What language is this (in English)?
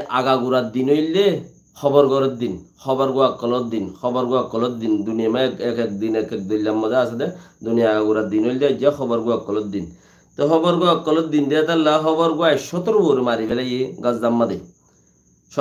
Rohingya